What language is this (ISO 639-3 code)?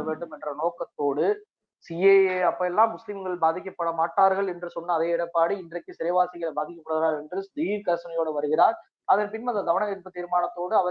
tam